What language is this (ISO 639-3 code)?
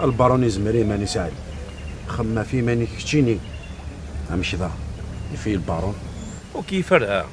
kab